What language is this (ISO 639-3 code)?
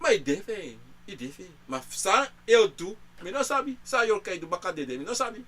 srn